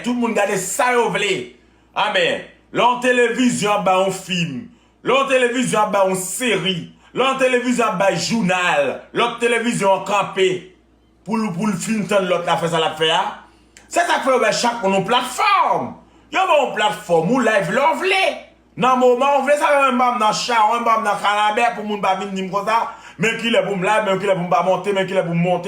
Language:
Haitian Creole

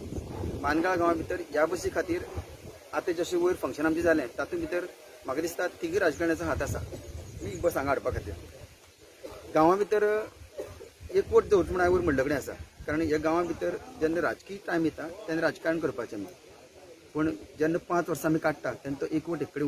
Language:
Konkani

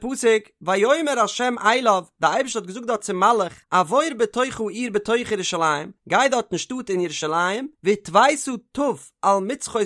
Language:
Yiddish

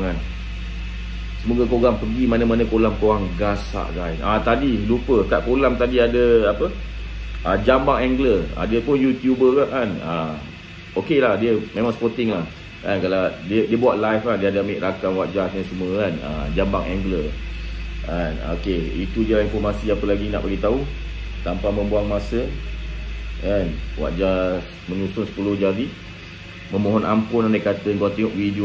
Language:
Malay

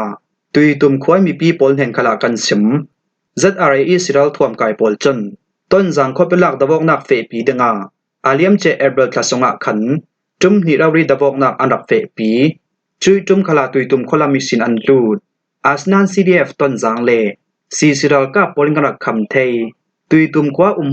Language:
Falam Chin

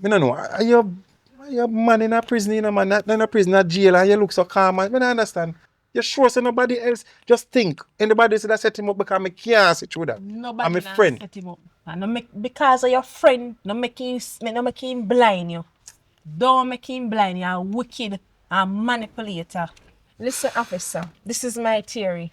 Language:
Jamaican Creole English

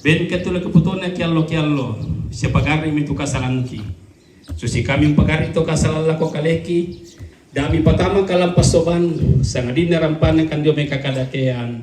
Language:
Toraja-Sa'dan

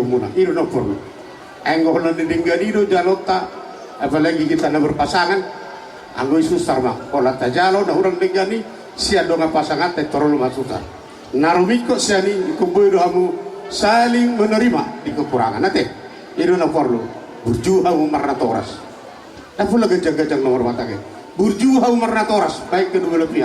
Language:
Batak Toba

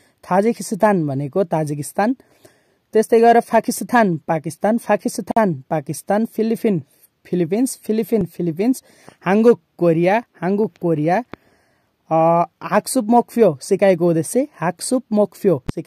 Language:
Nepali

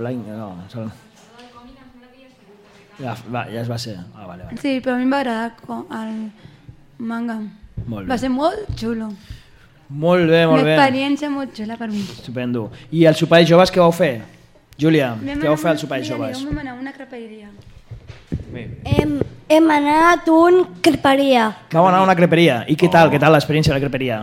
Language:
Catalan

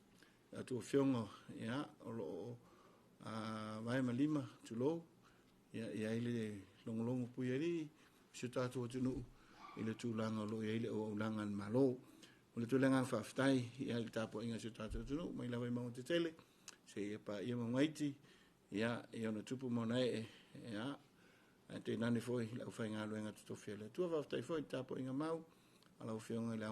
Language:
Samoan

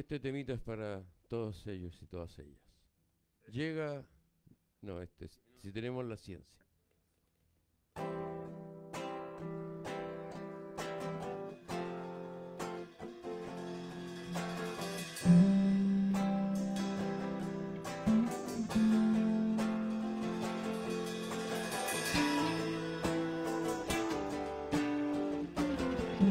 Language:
Spanish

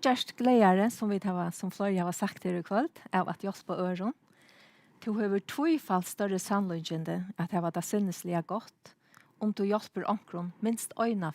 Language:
Faroese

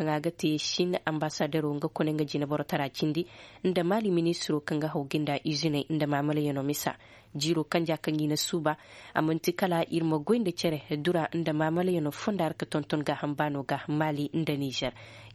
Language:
Zarma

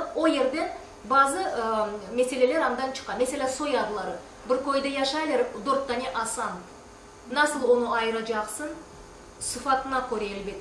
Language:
Crimean Tatar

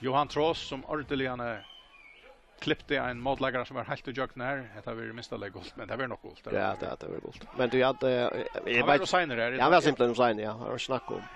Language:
Faroese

